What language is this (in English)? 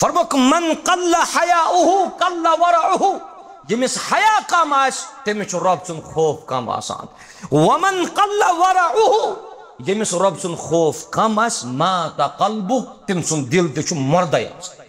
Kashmiri